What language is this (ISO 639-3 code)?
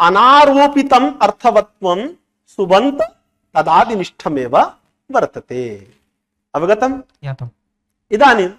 san